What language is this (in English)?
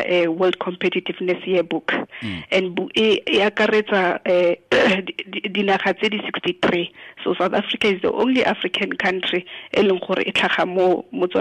Tswana